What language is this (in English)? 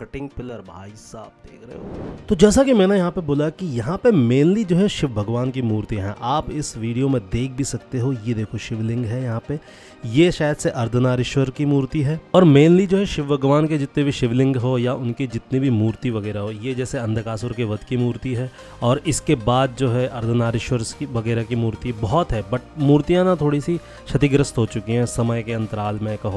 Hindi